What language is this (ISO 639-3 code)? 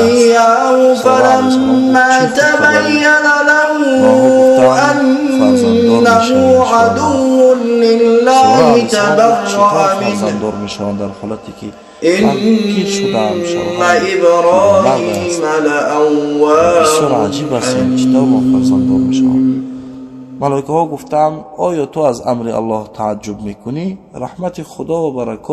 tgk